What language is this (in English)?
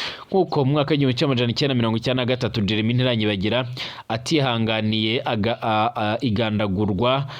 Rundi